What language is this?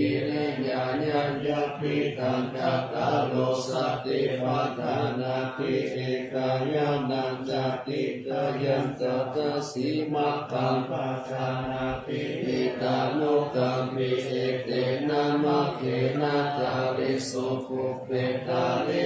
Pali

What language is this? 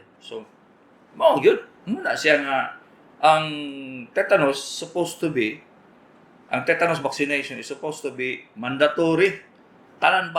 Cebuano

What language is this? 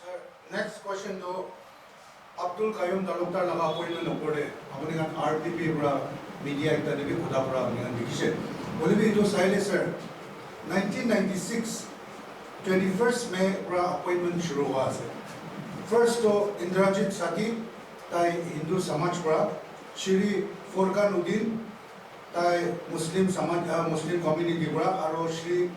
Naga Pidgin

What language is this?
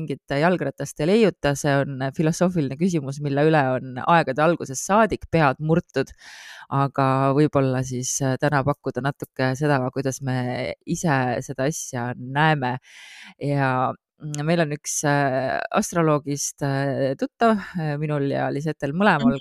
Estonian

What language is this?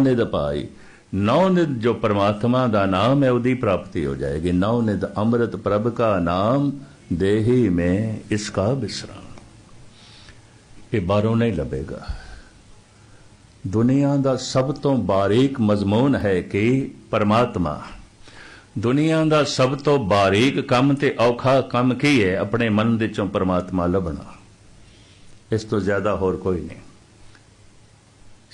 Punjabi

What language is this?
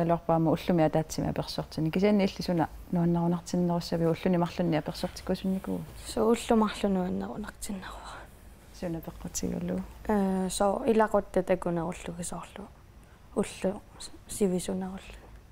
Kalaallisut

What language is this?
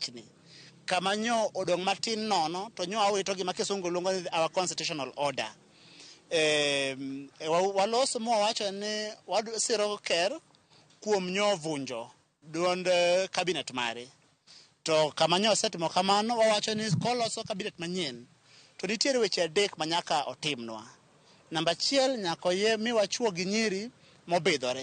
Luo (Kenya and Tanzania)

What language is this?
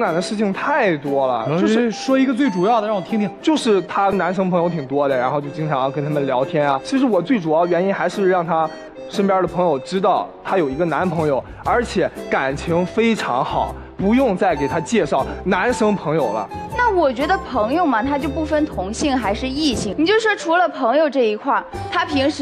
Chinese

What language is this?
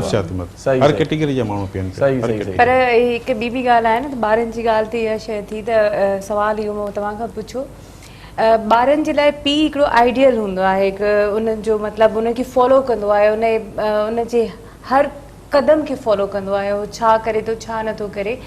Sindhi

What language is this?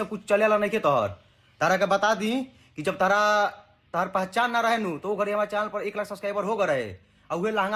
Bhojpuri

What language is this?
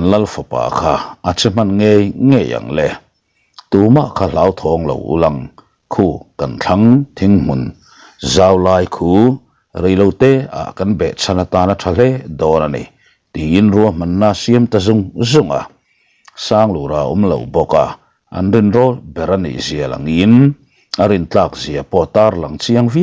Mizo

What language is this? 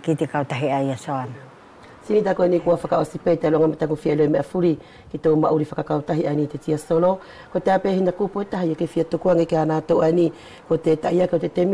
Wallisian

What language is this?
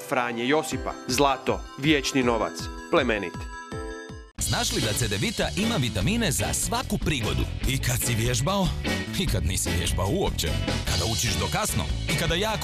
Croatian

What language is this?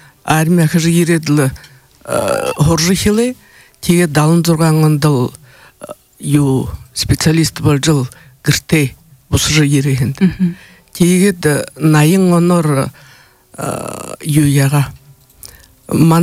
Buriat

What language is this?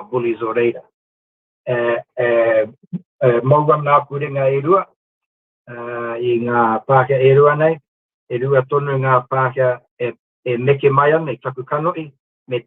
Māori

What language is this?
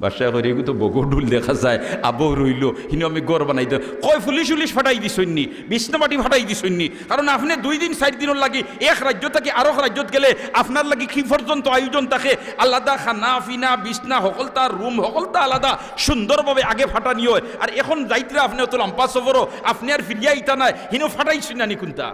Sylheti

